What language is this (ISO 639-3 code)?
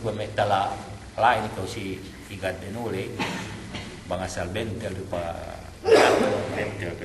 yka